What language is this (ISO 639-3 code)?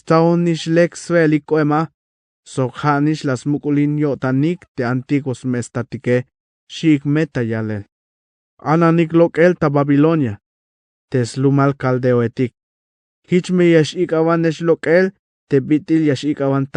tzh